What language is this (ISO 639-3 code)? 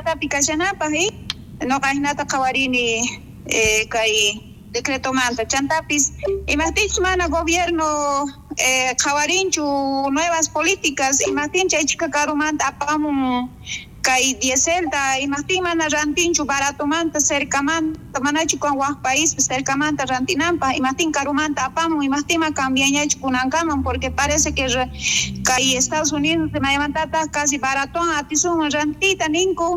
quh